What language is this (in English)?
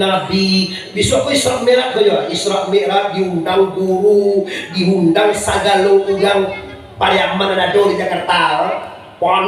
Minangkabau